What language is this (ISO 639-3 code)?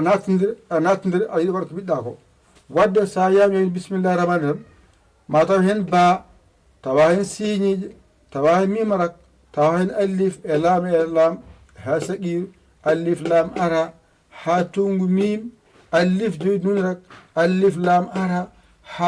ful